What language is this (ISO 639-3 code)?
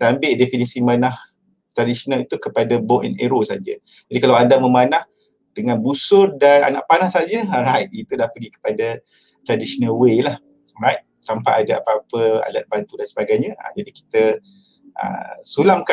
msa